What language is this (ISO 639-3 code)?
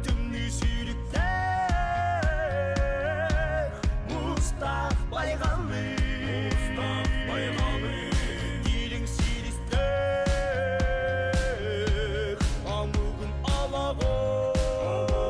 sah